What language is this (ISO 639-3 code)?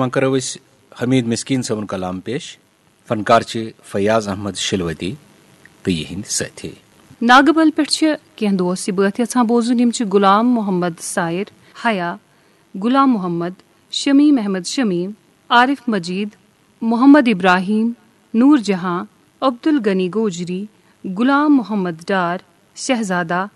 kas